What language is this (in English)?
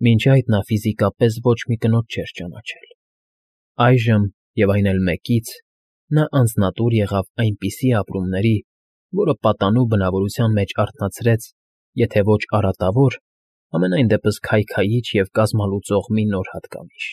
Armenian